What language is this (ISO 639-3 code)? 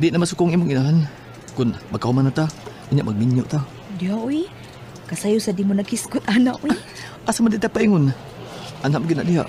ceb